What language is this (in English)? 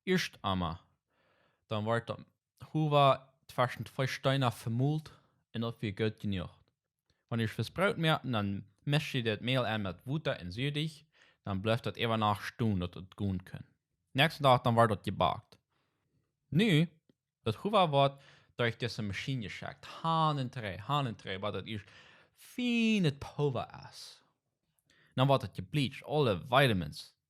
Plautdietsch